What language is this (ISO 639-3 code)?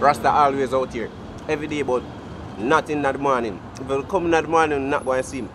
jam